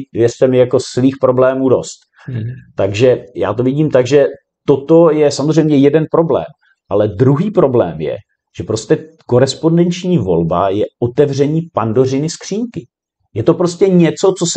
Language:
Czech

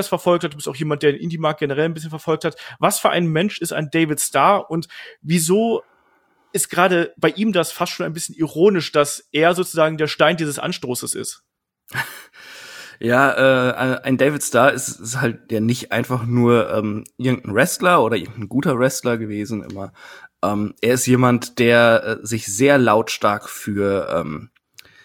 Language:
German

